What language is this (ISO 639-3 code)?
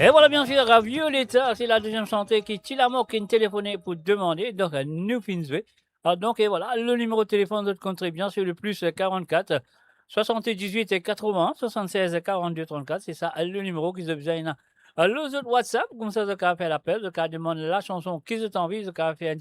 mfe